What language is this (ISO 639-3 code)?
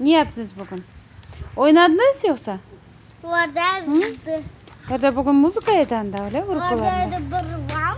crh